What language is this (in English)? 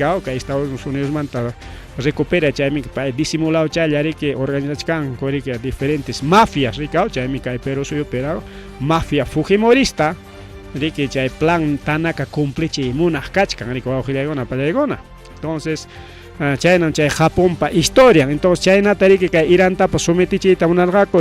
Ayacucho Quechua